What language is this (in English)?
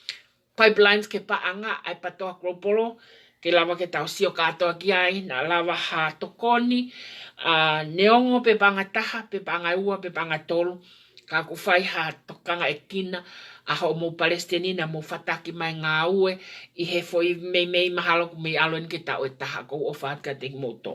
Tongan